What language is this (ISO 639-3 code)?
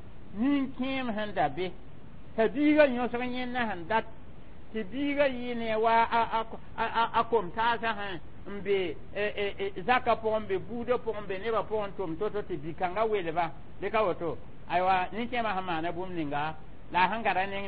mos